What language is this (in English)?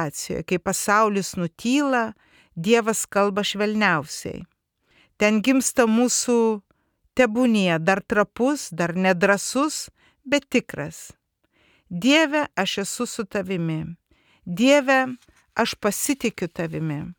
Lithuanian